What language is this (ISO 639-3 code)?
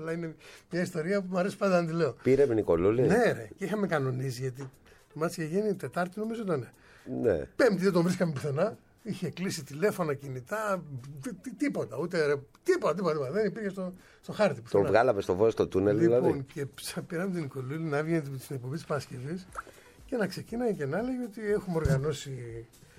ell